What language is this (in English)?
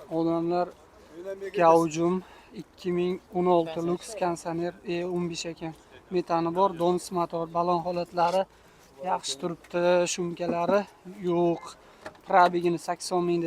Uzbek